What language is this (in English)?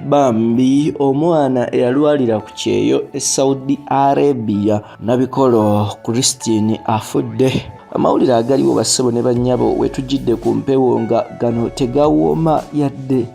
Ganda